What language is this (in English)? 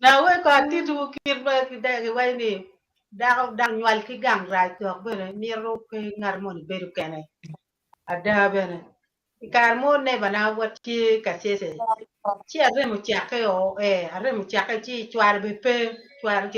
Acoli